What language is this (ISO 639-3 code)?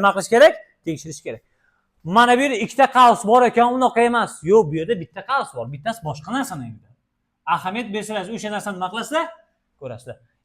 uzb